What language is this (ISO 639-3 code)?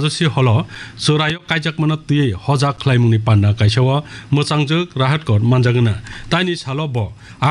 trp